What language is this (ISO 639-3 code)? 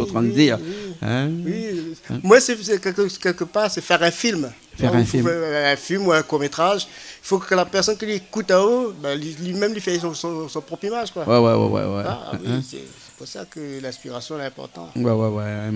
rcf